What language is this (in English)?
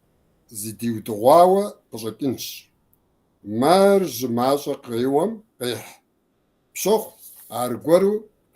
Kabardian